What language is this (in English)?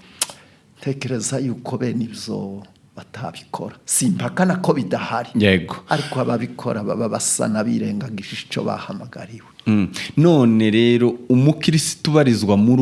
Rundi